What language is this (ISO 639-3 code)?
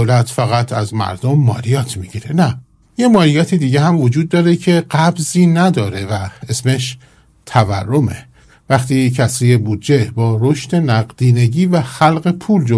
fas